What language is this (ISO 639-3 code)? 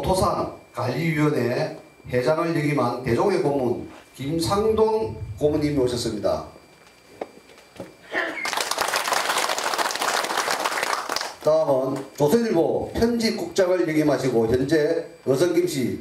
kor